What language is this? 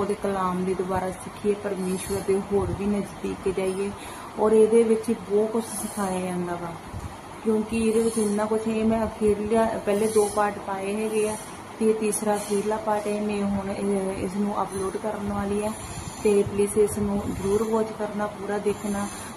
Punjabi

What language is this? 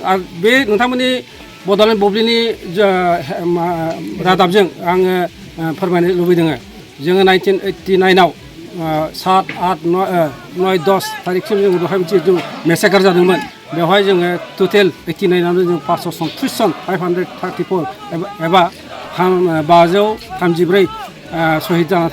Bodo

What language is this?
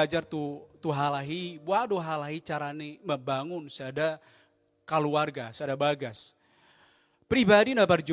Batak Toba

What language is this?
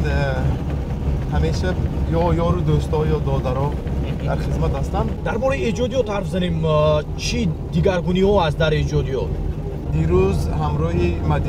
Tajik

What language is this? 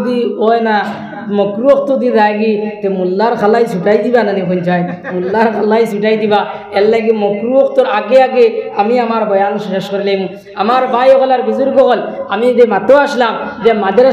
Sylheti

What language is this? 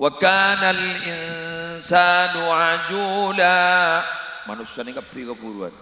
Madurese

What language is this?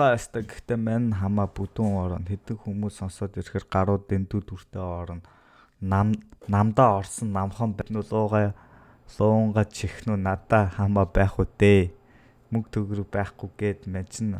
Mongolian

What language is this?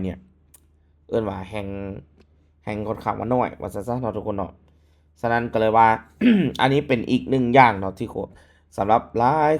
Lao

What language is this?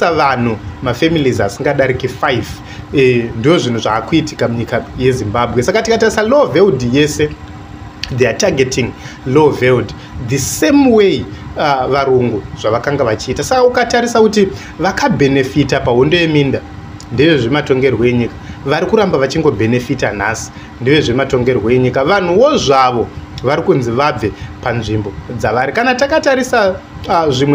Shona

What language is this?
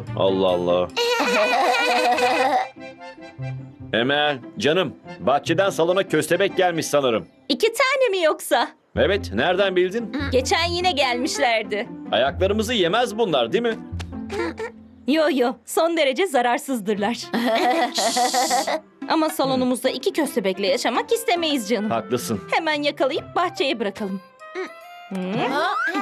Turkish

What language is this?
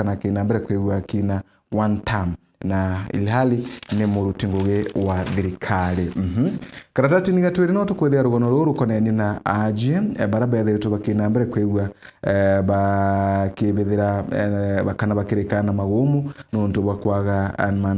Meru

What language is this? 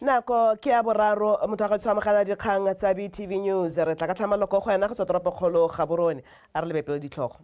Tswana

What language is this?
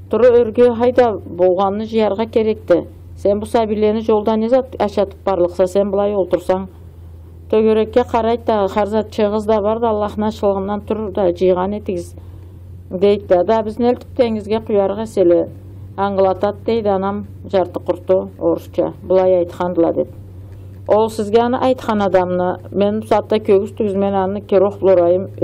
Karachay-Balkar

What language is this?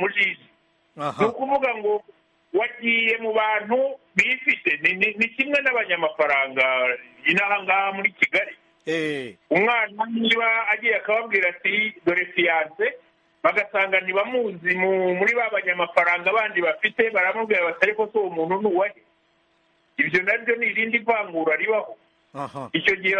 Kinyarwanda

